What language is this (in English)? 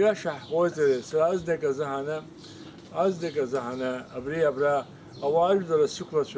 Abkhazian